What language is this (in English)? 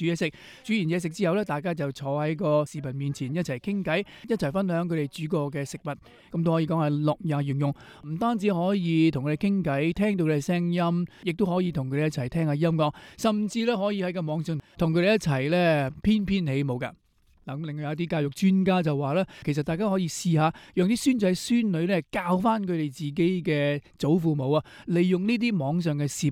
Cantonese